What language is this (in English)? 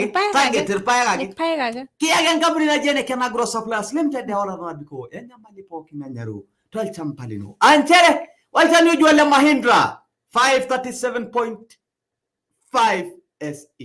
Masai